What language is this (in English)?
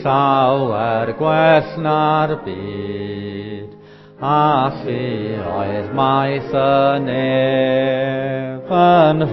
Welsh